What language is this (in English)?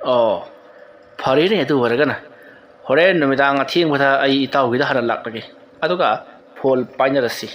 Manipuri